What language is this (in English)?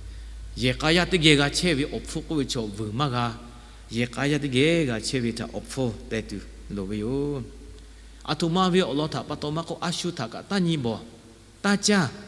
Lahu